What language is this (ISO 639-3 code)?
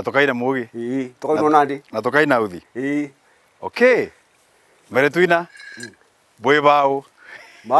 mer